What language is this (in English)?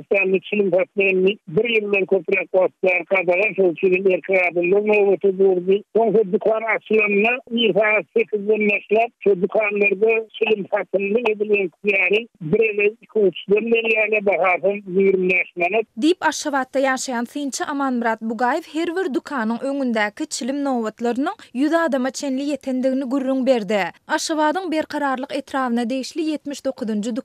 Turkmen